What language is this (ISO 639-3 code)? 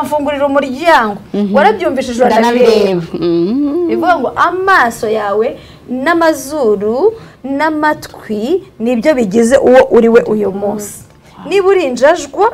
kin